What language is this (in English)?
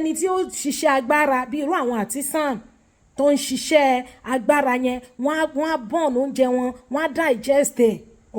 Yoruba